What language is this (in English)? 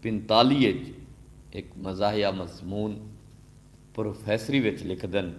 Saraiki